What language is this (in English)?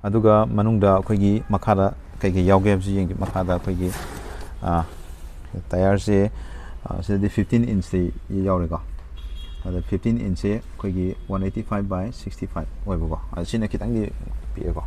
Manipuri